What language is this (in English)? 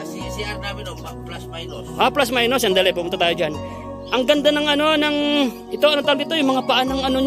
Filipino